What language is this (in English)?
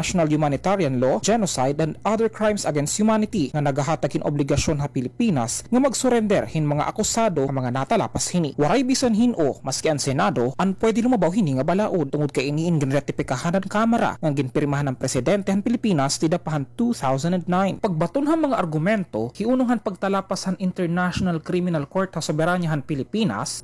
Waray